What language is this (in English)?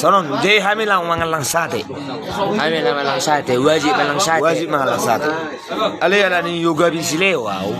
Batak Toba